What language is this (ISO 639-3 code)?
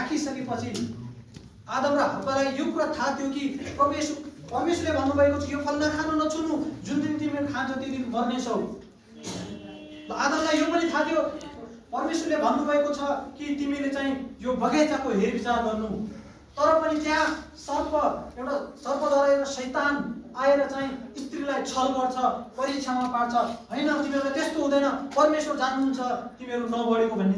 nep